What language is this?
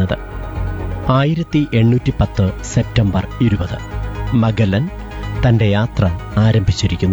Malayalam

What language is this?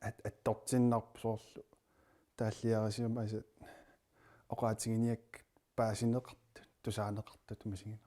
Kalaallisut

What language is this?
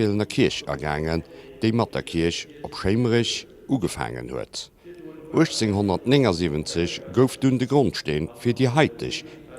Luxembourgish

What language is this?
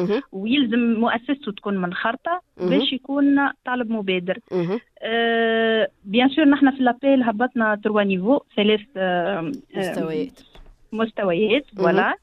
Tunisian Arabic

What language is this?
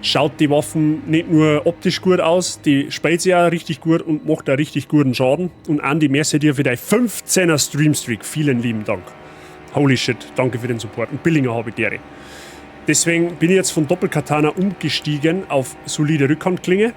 Bavarian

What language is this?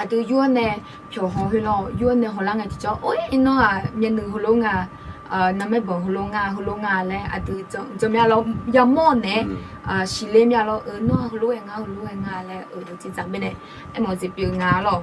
Akha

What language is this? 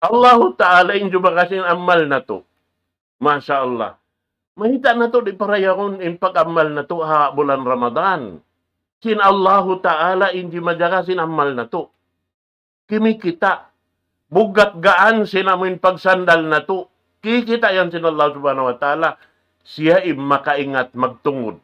Tausug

